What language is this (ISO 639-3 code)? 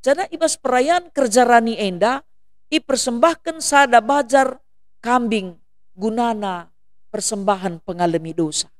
btx